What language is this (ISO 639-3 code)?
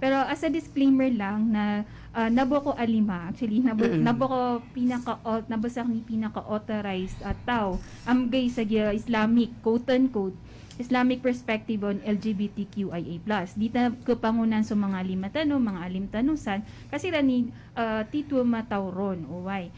mrw